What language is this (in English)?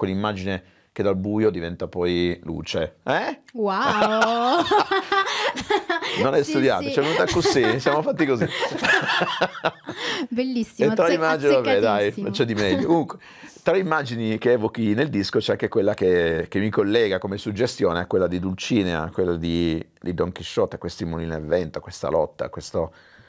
Italian